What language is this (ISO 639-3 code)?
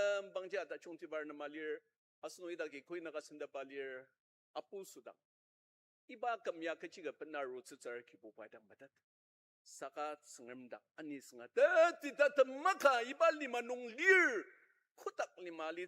njo